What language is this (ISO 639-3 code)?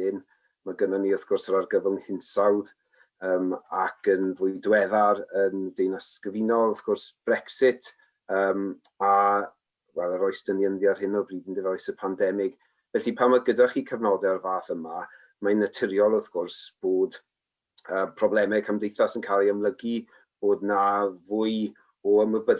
cym